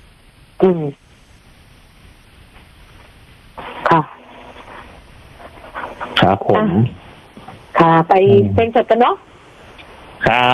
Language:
Thai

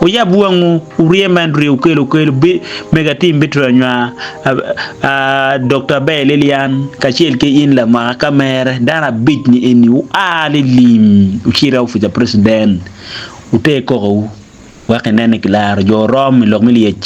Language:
Acoli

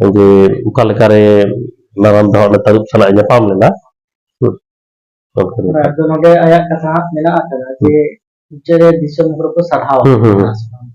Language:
Santali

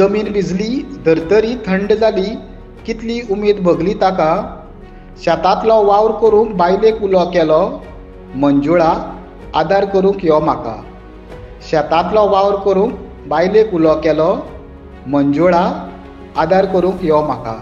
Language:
Konkani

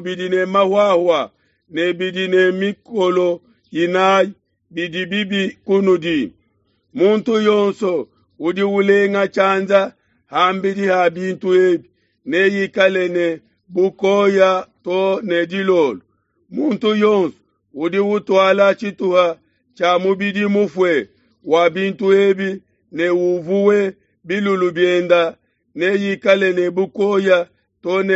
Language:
Luba-Lulua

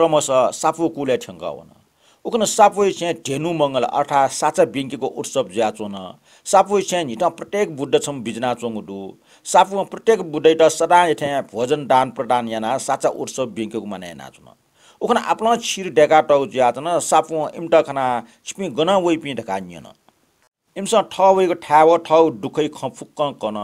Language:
Newari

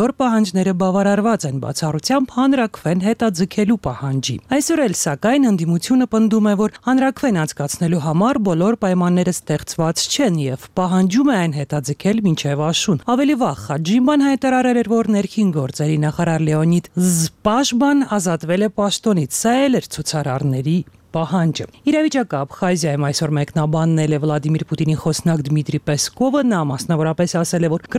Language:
Armenian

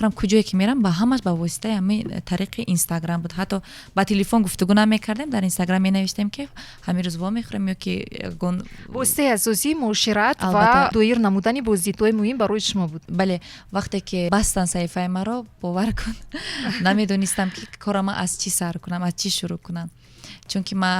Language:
Tajik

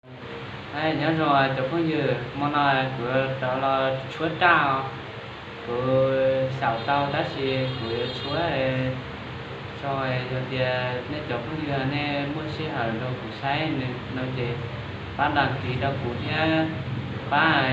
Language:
Hmong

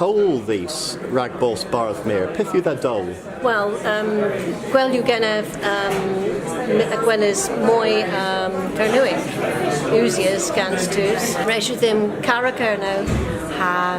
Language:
Cornish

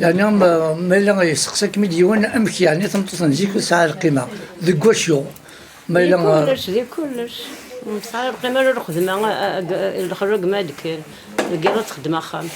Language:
Kabyle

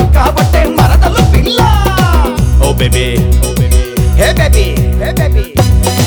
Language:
Telugu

